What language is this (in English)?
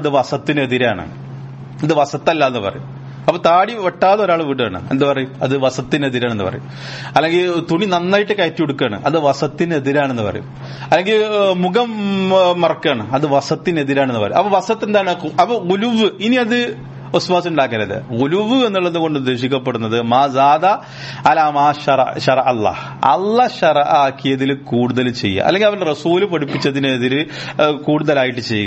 Malayalam